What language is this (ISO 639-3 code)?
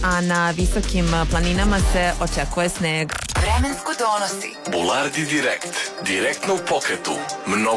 srp